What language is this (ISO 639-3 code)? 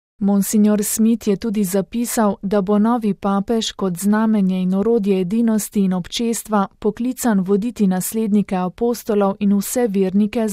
slv